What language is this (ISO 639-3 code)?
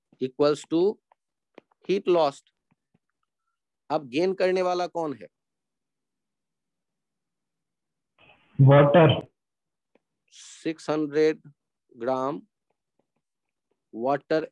hin